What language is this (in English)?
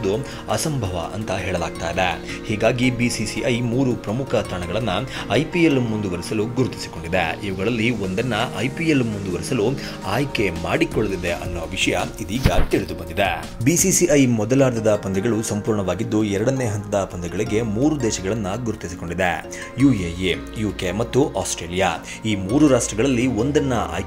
Kannada